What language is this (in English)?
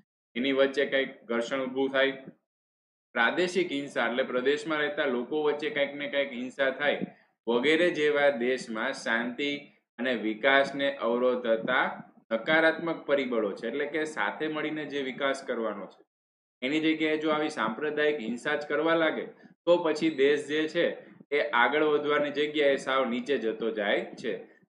Gujarati